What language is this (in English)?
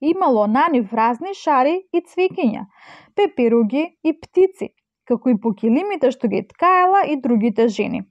Macedonian